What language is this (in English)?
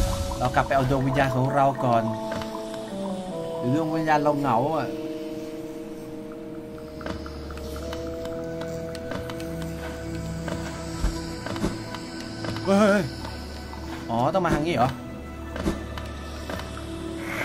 Thai